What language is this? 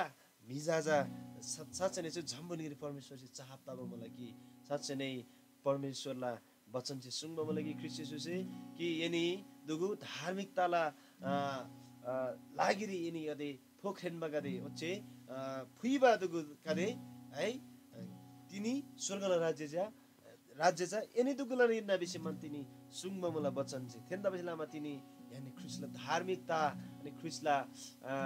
Eastern Tamang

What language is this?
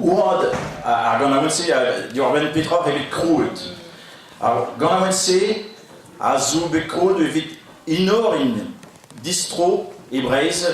Breton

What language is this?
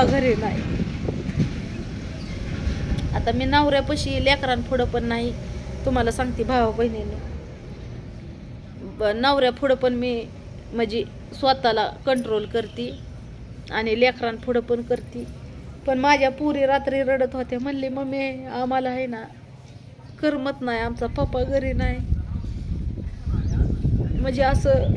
Marathi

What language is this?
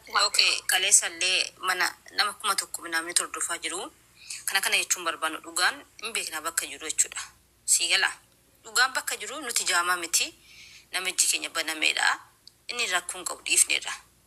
Oromo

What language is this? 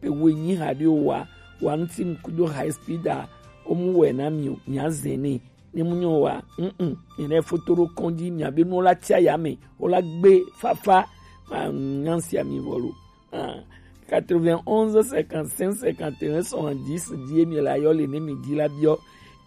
Gen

